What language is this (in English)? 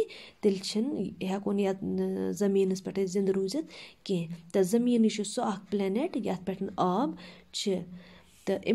Kashmiri